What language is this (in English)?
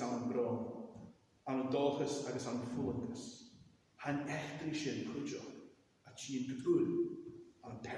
Scottish Gaelic